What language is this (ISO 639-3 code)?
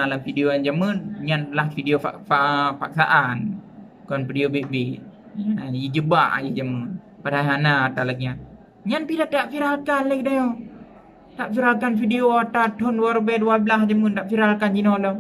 ace